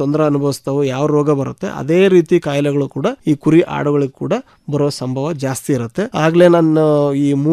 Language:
Kannada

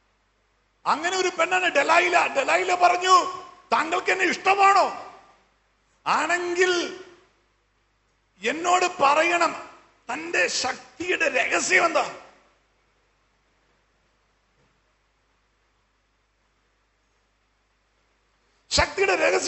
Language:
Malayalam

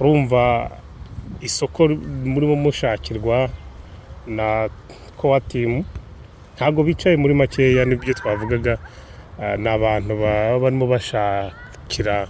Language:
Kinyarwanda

